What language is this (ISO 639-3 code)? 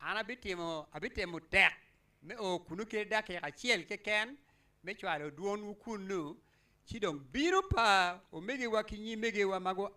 ach